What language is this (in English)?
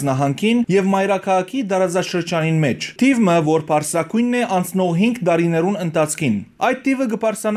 Western Armenian